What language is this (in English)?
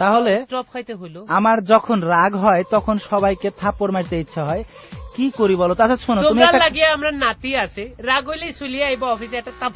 Bangla